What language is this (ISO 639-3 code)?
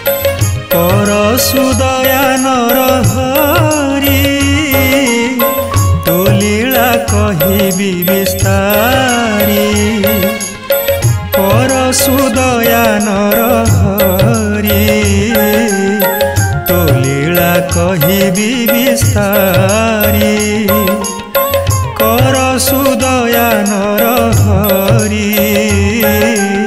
ori